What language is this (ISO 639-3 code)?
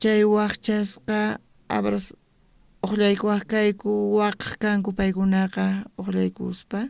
quh